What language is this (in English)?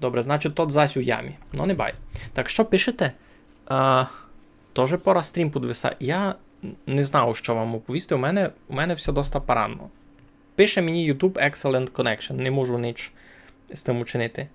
Rusyn